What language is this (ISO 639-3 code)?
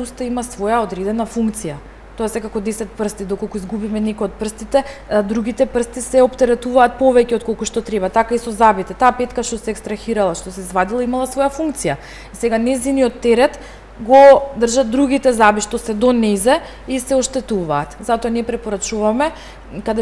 mkd